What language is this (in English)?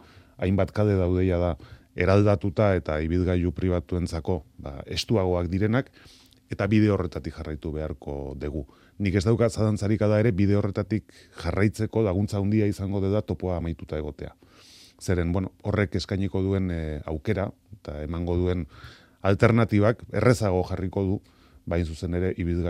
Basque